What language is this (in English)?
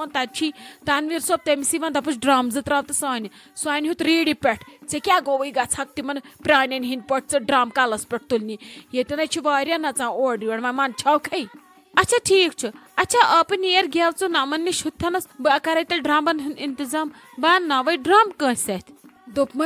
Kashmiri